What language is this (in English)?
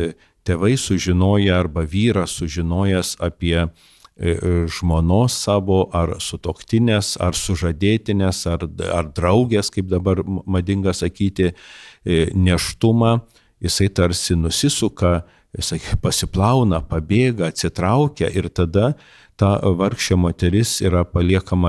Lithuanian